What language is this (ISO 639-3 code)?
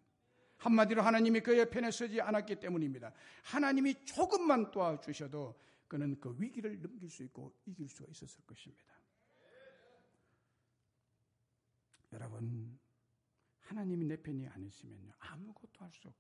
kor